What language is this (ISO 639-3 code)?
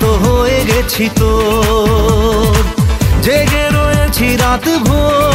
ben